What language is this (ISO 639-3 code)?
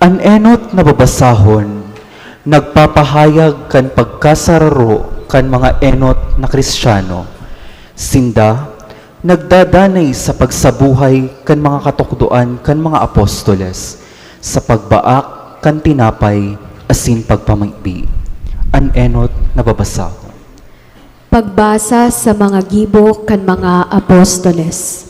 bik